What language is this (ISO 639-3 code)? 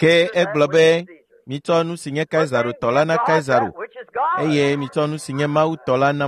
ewe